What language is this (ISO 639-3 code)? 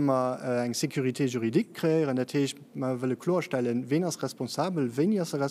ltz